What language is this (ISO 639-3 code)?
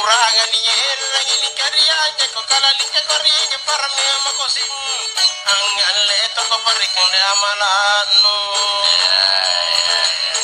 mak